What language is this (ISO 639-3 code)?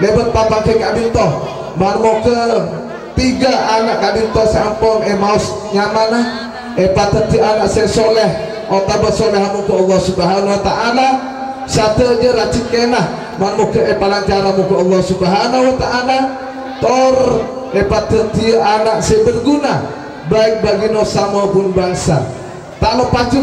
mad